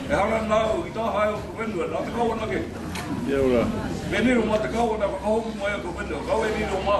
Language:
Māori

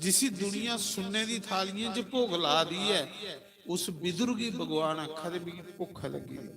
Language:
Dogri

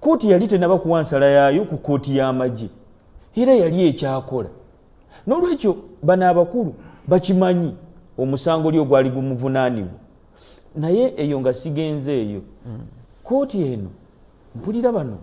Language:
Ganda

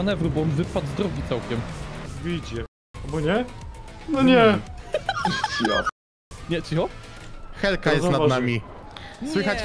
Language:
Polish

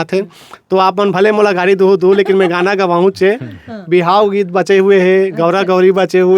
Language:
Chhattisgarhi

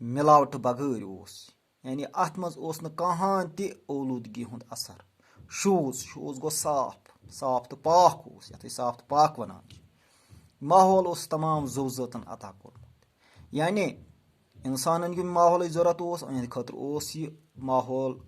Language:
Kashmiri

